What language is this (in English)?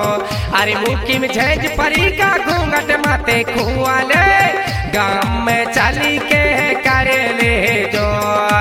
Bhojpuri